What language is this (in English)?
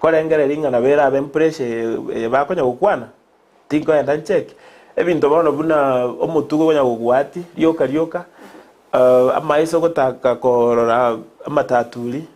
Gusii